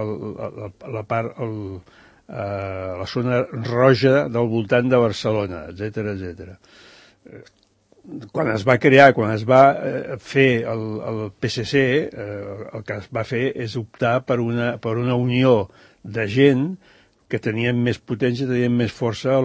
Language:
Catalan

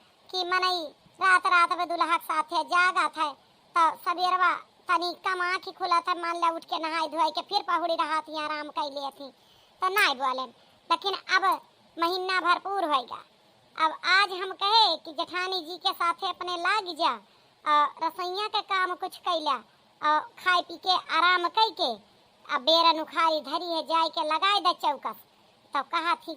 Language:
Awadhi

